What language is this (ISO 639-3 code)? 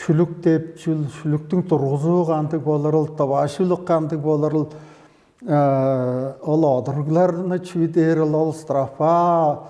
tyv